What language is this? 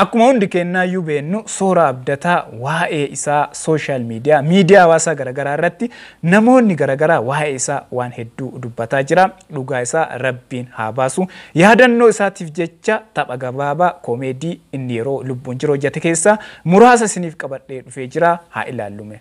Oromo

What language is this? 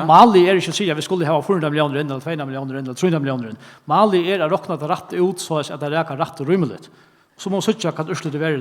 Faroese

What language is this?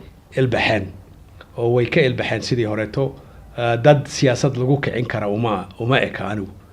Somali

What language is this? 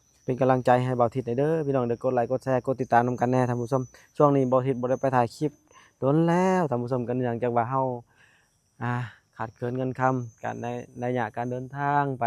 Lao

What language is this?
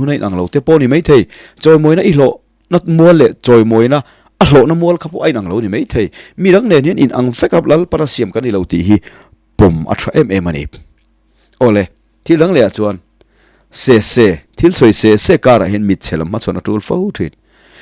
Mizo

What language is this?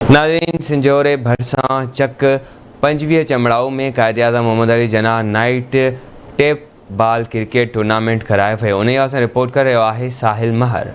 Sindhi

